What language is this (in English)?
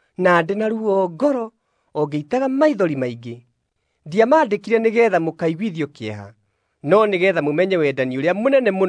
Kikuyu